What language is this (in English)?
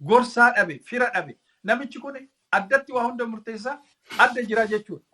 Oromo